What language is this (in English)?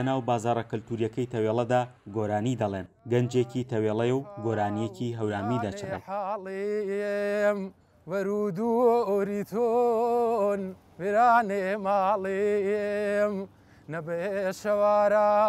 Central Kurdish